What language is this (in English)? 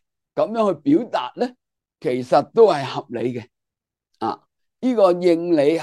Cantonese